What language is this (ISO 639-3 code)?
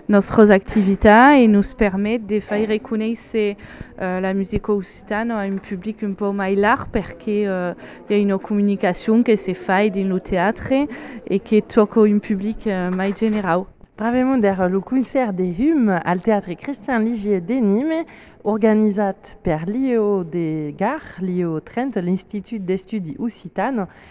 oci